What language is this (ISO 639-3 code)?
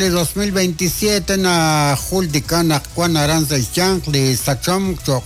kek